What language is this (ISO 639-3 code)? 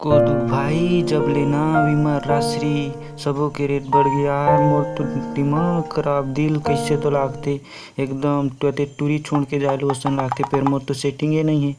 hne